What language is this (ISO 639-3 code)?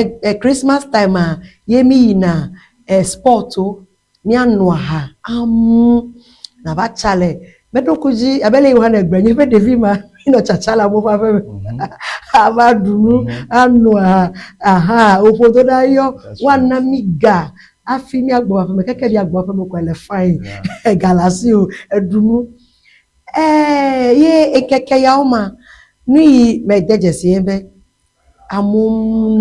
ewe